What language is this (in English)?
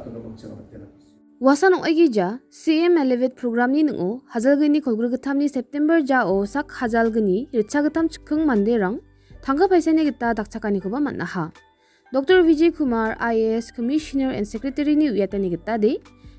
Garo